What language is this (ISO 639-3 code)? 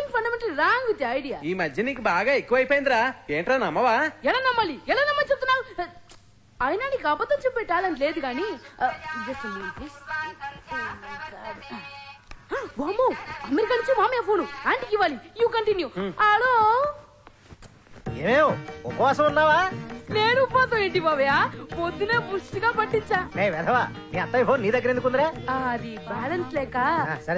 tel